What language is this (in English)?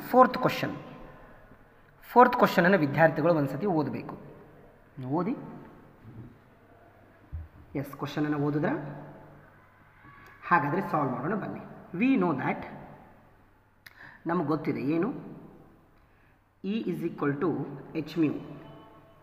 Kannada